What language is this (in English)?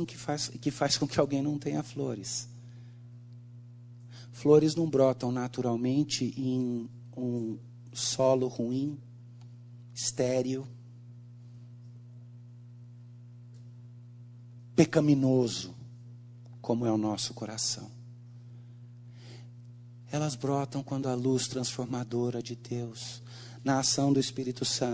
Portuguese